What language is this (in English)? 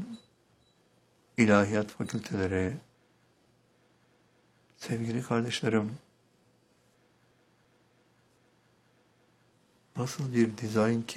Turkish